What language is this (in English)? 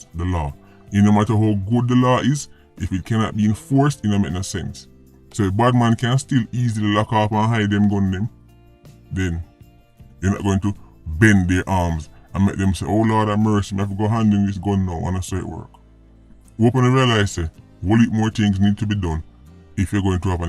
Jamaican Creole English